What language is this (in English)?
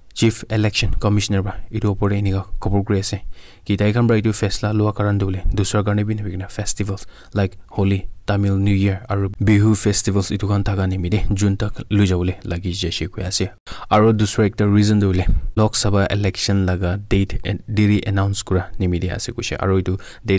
Naga Pidgin